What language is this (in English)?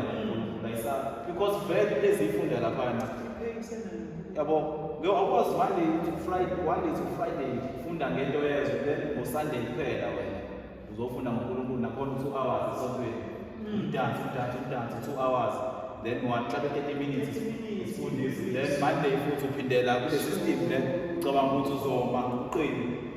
Zulu